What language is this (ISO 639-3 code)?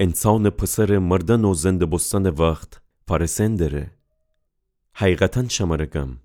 glk